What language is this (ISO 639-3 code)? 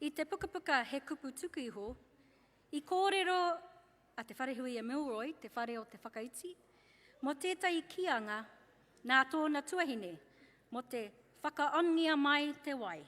mri